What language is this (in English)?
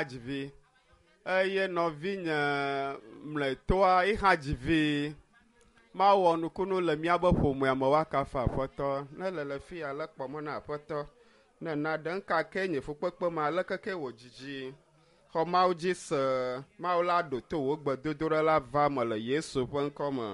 Ewe